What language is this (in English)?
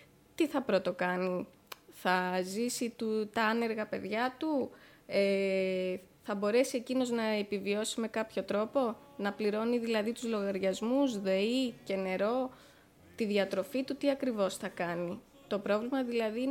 Greek